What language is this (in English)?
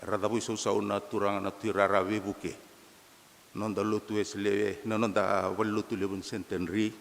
Fijian